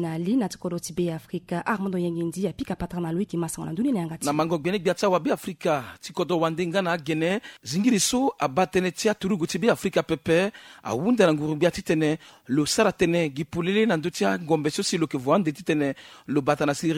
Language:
Sango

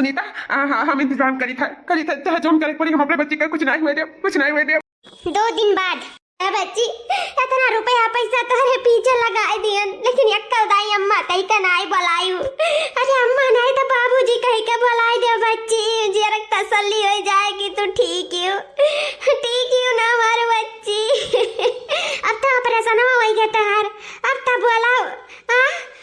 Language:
Awadhi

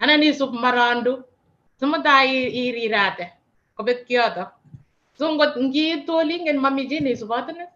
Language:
Kalenjin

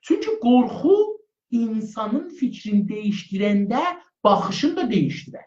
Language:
South Azerbaijani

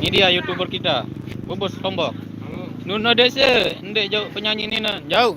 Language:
Sasak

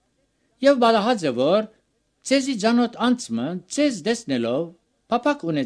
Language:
Armenian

